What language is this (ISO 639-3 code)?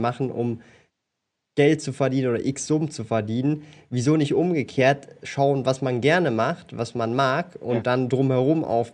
deu